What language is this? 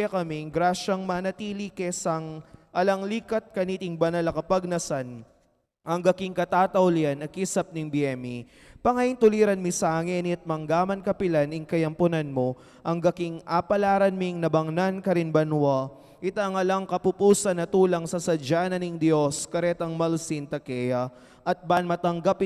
Pampanga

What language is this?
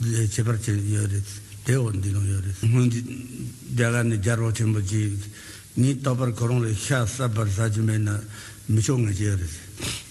Tibetan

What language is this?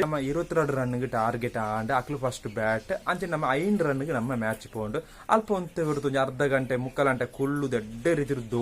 Tulu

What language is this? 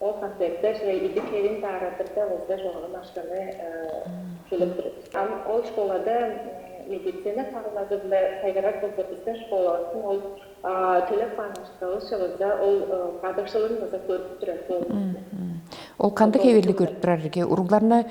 Tuvinian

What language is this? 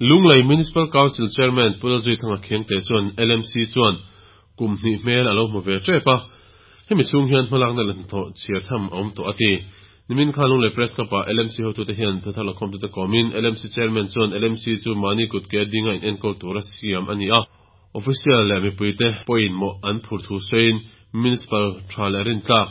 Mizo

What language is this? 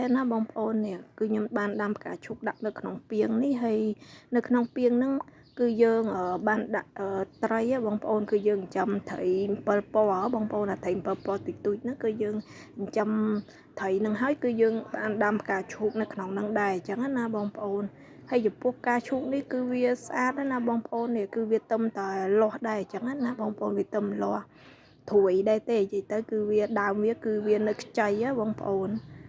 Khmer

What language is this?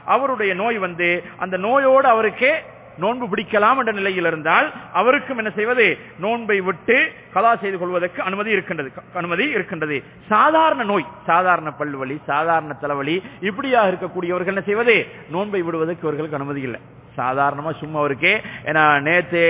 Tamil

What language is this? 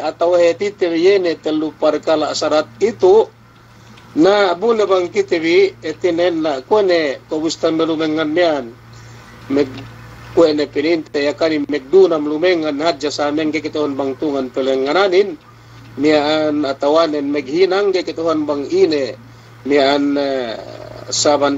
Yakan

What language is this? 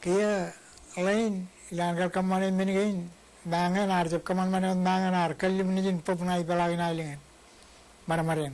Marshallese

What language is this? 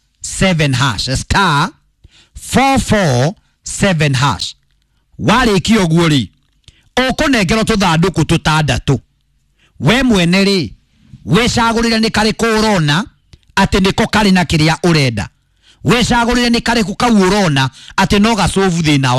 Kikuyu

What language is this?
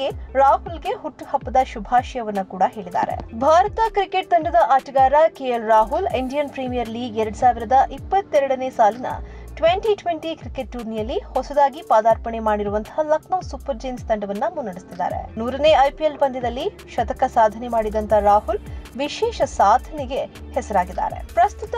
Kannada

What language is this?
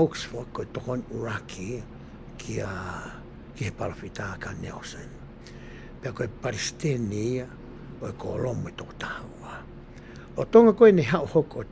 Tongan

